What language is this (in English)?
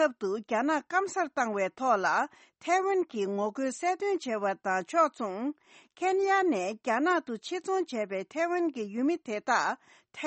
Tibetan